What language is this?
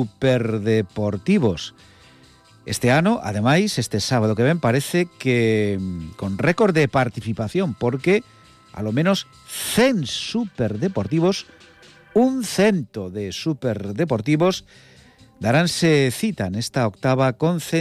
Galician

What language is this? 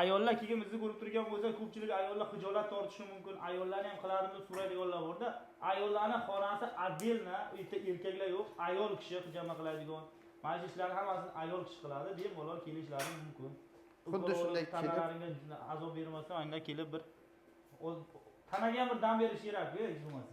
Uzbek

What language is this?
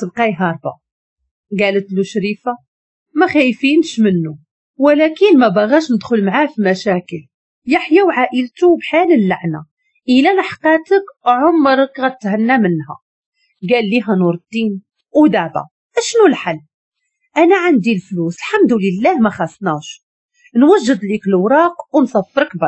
Moroccan Arabic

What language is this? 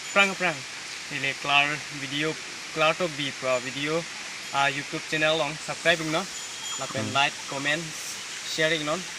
Karbi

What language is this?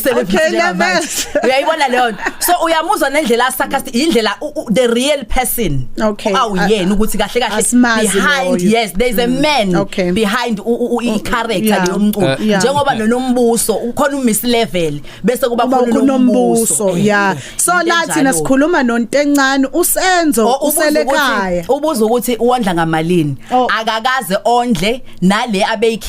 Zulu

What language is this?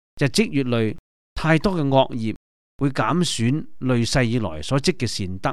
Cantonese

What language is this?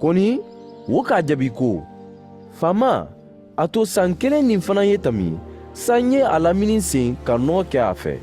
Mandingo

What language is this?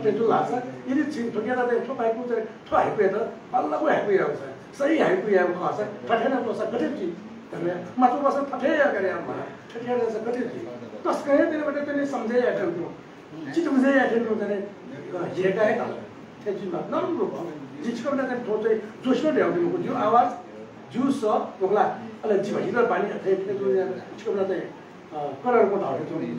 Newari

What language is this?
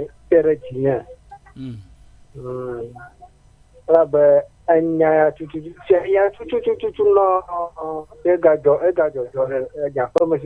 Ewe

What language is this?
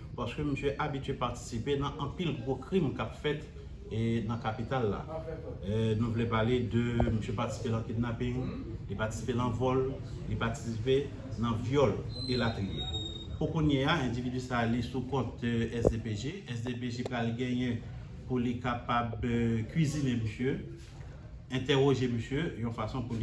Haitian Creole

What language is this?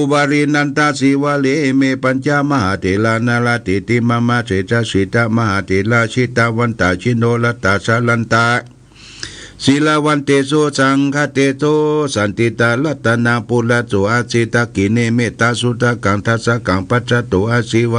Pali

